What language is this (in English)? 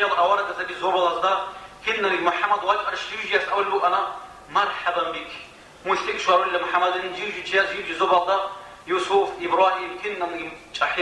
Avaric